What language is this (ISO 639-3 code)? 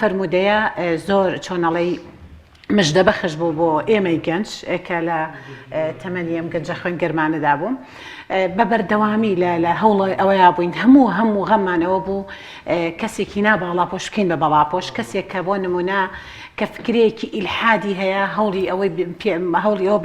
ckb